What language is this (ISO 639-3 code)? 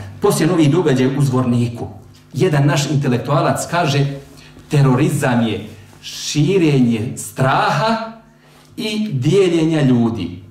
bos